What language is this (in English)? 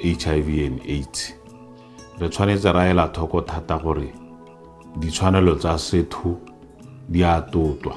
Tswana